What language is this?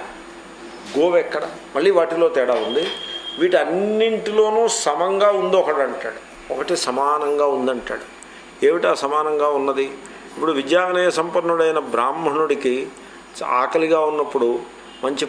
Telugu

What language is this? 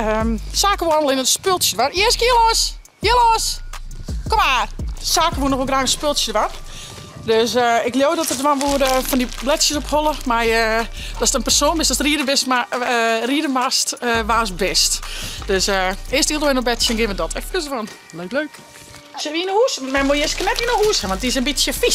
Western Frisian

